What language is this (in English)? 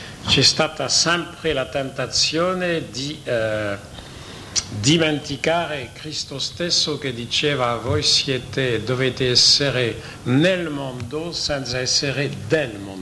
Italian